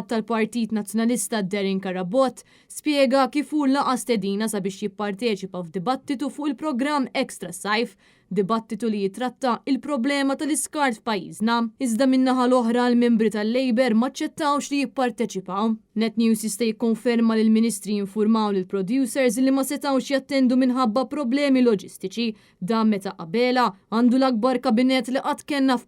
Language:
Maltese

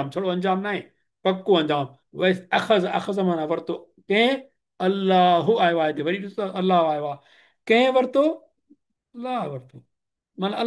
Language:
Sindhi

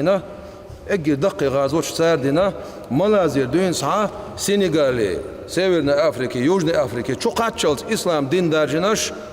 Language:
Chechen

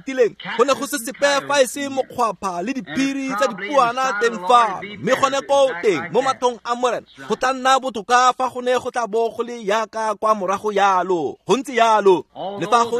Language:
Tswana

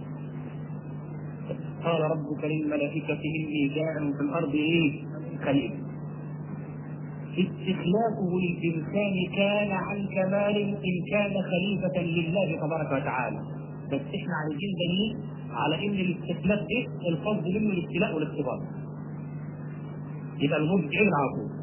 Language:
Egyptian Arabic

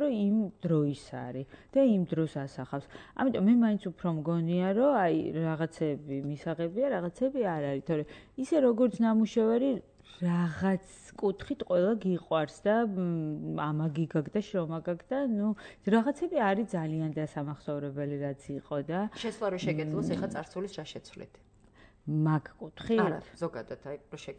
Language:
Georgian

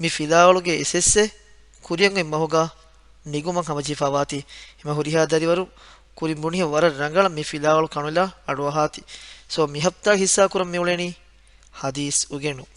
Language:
Divehi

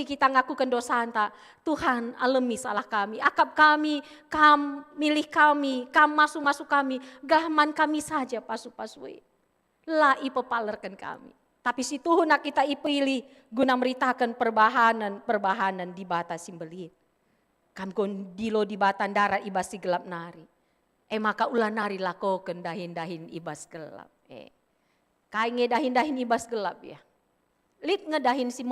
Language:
Batak Karo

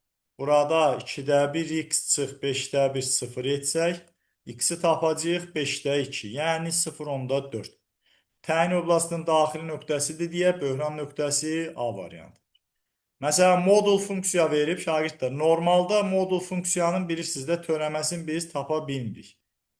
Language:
Azerbaijani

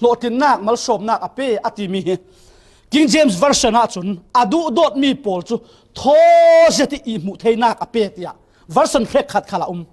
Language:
Falam Chin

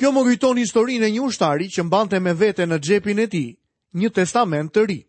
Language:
Albanian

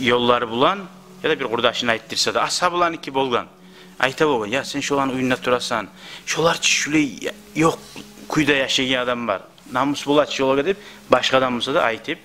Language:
Kumyk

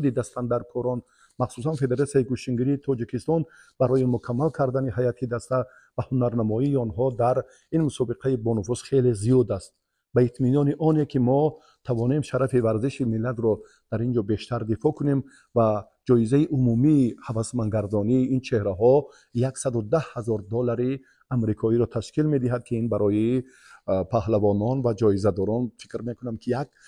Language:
Tajik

